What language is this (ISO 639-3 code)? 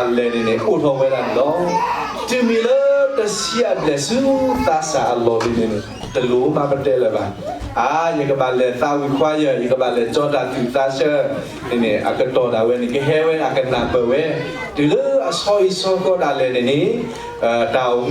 ksw